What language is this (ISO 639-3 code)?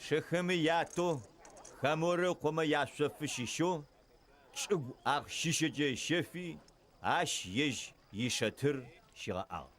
ady